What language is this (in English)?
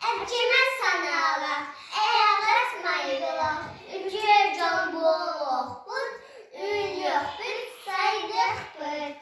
Yakut